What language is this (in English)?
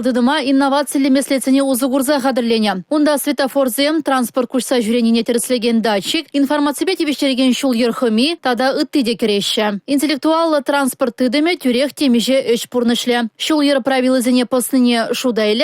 Chuvash